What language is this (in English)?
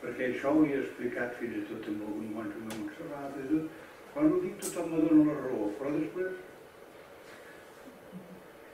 Catalan